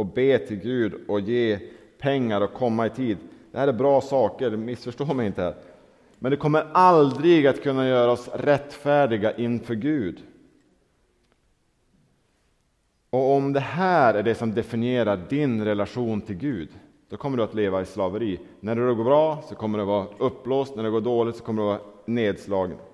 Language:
Swedish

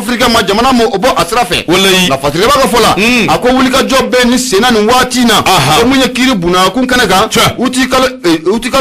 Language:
Bambara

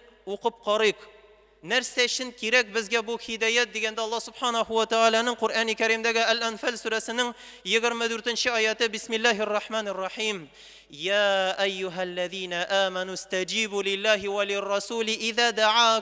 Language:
Tatar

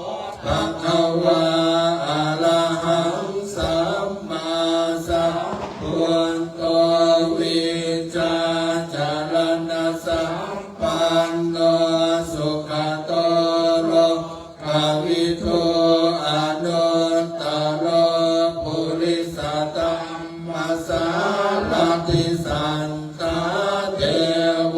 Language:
Pali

